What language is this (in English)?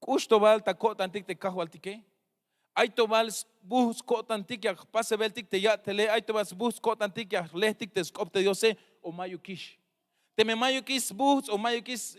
Tzeltal